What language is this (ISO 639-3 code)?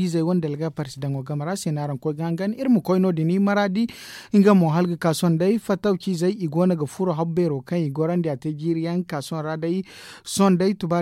dje